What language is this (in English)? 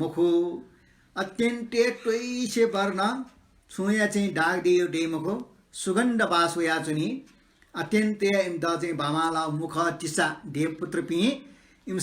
Newari